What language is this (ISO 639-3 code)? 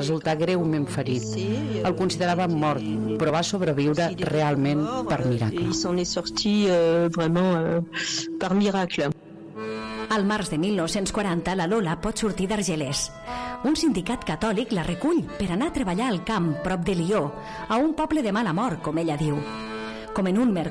cat